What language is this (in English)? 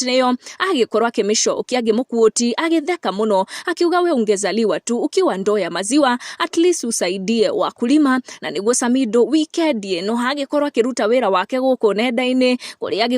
Kikuyu